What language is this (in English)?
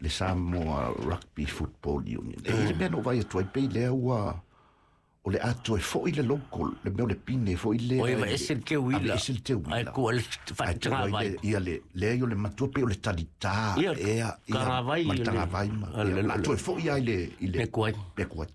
Samoan